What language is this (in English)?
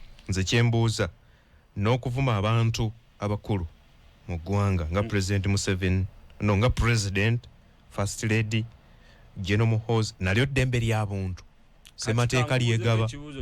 Ganda